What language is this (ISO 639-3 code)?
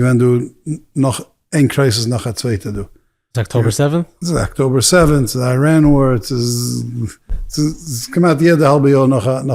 yid